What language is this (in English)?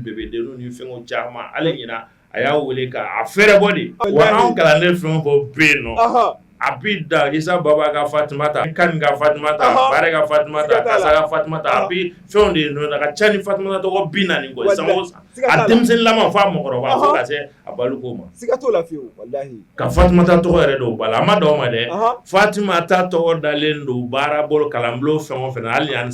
Bambara